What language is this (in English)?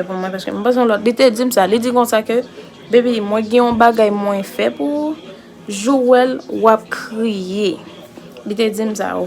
Haitian Creole